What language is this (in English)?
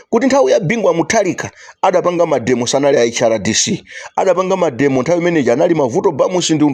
Nyanja